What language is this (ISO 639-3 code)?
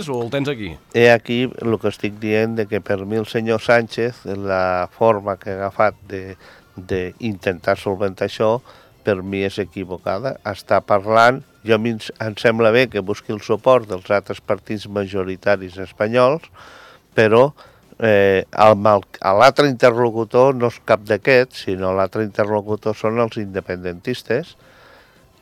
cat